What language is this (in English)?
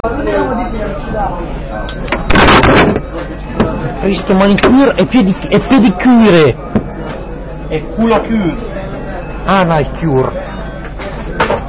Italian